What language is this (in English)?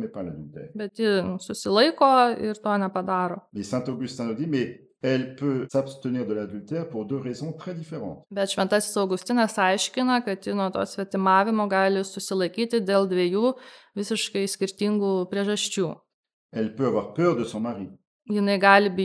Lithuanian